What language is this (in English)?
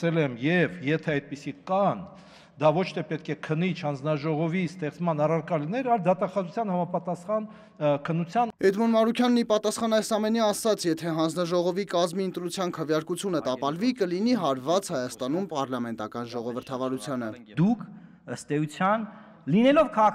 Armenian